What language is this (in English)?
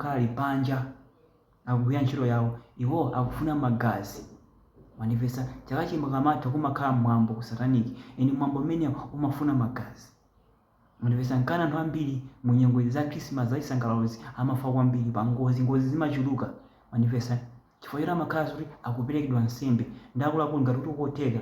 Nyanja